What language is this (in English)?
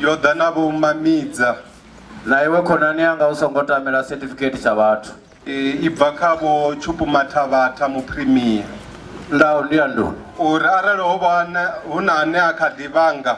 Venda